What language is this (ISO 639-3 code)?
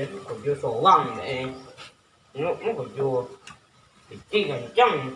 min